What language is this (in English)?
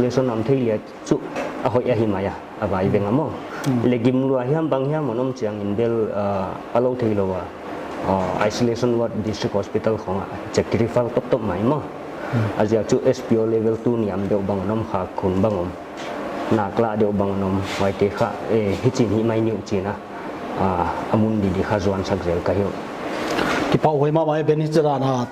Paite Chin